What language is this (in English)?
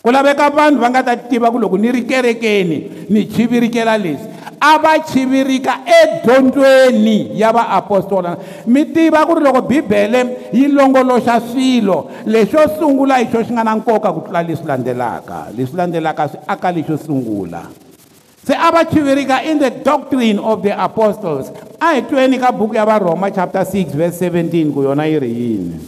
Tsonga